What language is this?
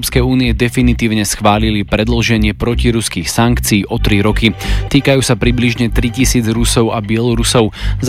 Slovak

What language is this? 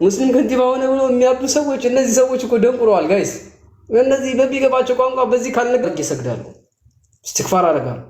Amharic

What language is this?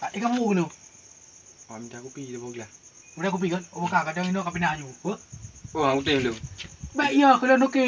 Achinese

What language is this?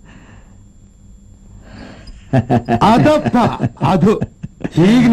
Kannada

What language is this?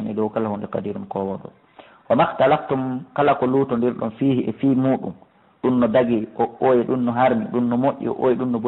Fula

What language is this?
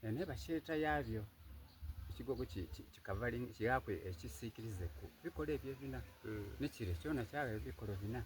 Soga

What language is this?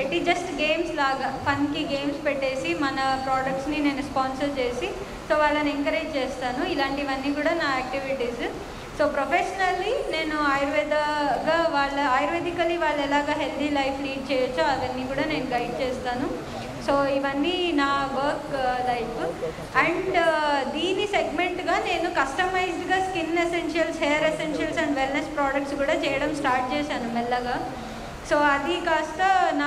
Telugu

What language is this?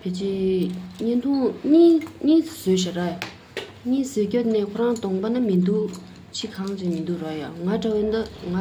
Tibetan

